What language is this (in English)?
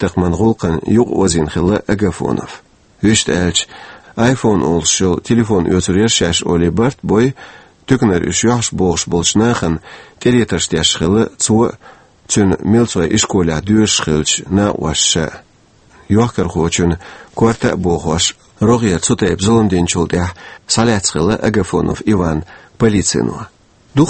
Chechen